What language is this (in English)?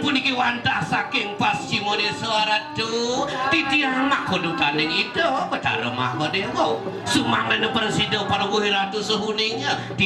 Balinese